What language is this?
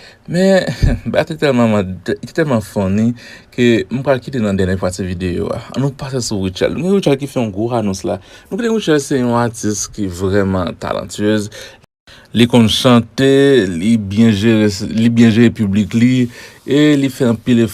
Haitian Creole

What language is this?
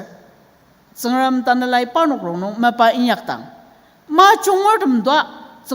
Ao Naga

